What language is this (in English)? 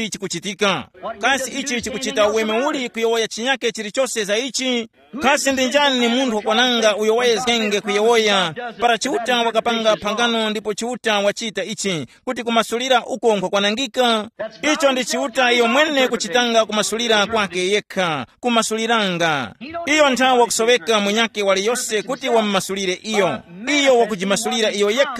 Tumbuka